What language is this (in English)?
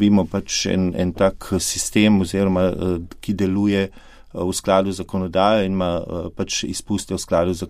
Slovenian